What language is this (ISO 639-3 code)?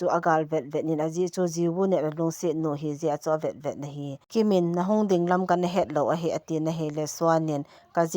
tcz